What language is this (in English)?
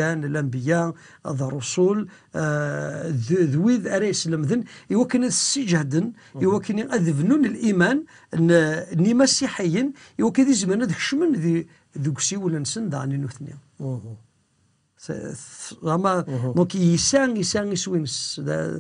Kabyle